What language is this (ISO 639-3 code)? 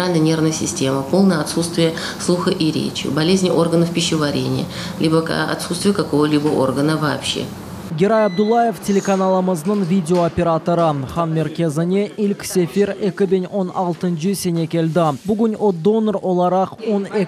crh